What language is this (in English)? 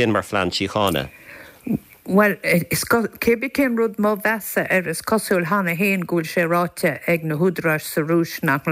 Irish